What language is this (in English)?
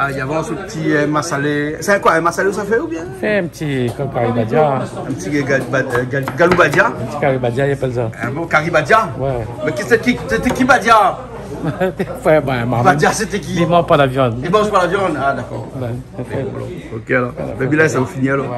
Réunion Creole French